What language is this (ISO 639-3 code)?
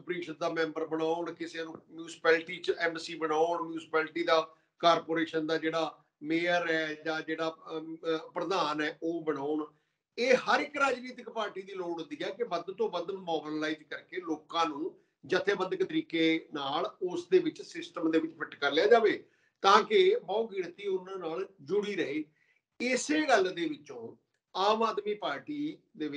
pan